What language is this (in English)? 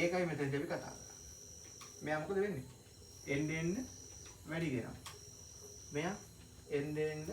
Sinhala